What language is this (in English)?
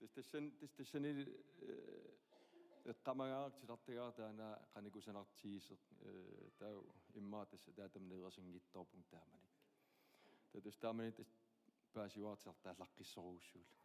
Kalaallisut